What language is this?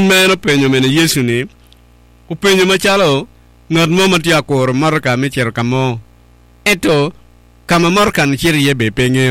Acoli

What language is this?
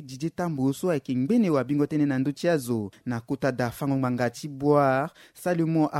Sango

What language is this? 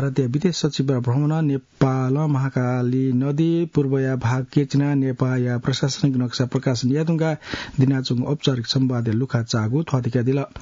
Newari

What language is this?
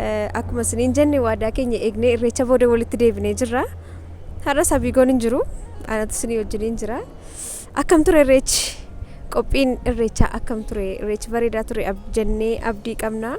Oromo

